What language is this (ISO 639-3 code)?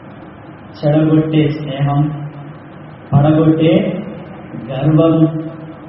tel